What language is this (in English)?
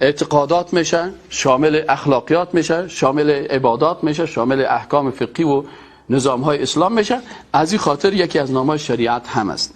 Persian